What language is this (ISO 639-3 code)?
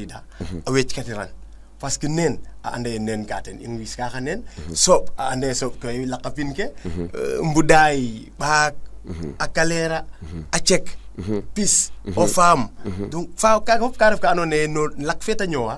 srr